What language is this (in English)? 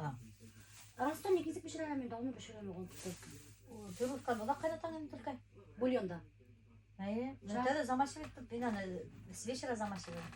Bashkir